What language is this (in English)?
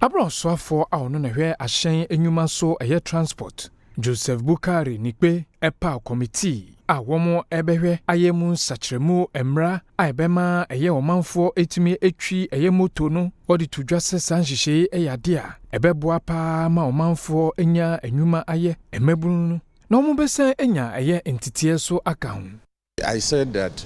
Akan